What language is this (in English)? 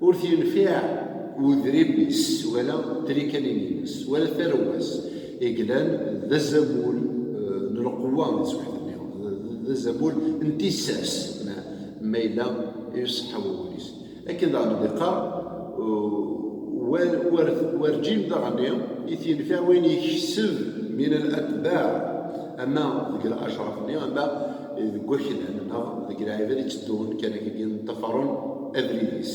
Kabyle